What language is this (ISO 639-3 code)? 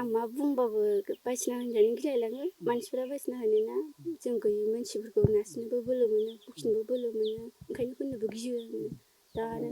brx